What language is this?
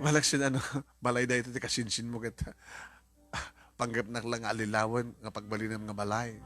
Iloko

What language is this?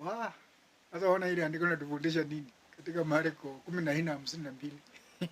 Swahili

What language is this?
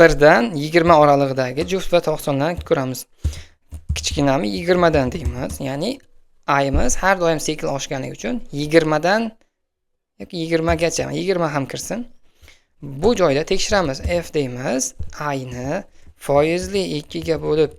Uzbek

